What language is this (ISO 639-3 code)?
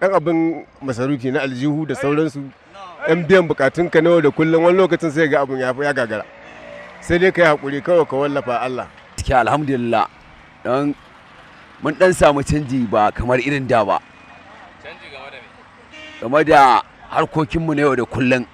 hau